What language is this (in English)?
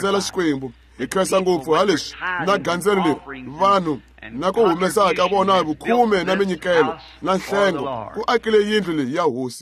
Tsonga